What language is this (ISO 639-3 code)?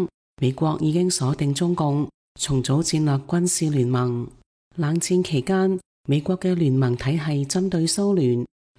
yue